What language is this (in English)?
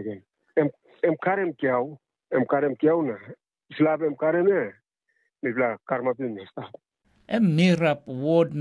Tok Pisin